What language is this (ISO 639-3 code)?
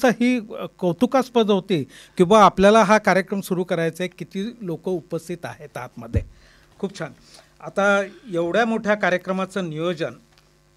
mar